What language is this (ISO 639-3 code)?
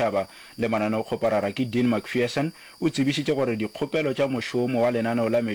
nso